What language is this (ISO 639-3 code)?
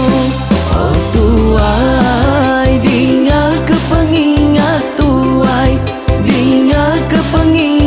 iba